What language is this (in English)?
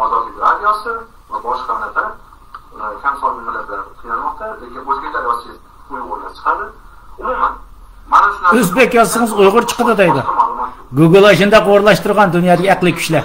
Uyghur